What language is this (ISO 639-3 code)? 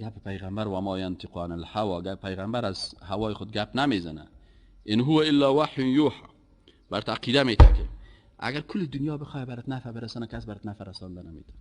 fas